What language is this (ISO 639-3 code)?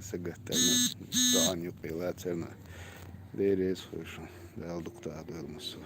che